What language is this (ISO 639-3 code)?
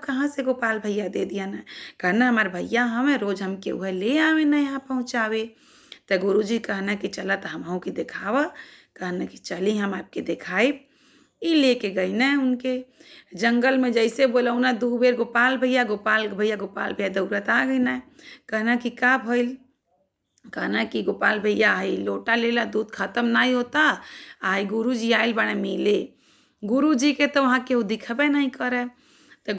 bho